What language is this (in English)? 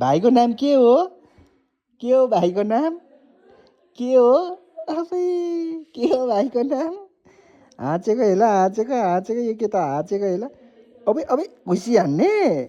Nepali